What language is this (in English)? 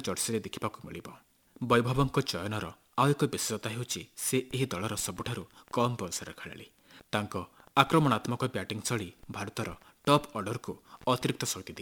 Odia